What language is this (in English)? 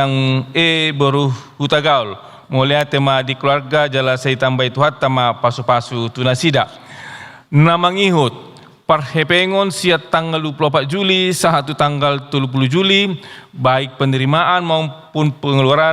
Batak Toba